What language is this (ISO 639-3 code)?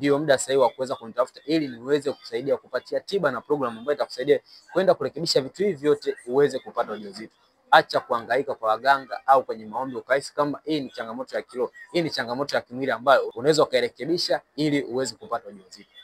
swa